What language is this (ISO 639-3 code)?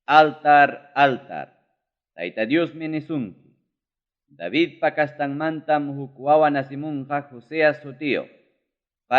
quy